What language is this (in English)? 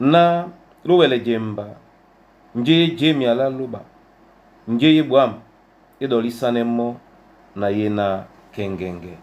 Duala